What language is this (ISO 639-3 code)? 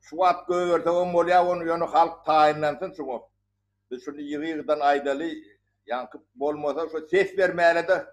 tuk